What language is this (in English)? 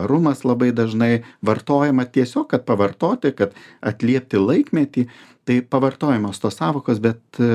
Lithuanian